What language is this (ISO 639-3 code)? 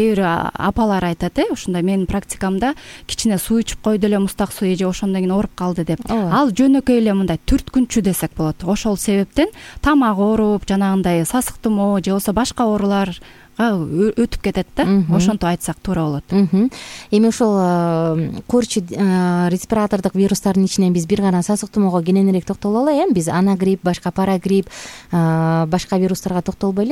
kir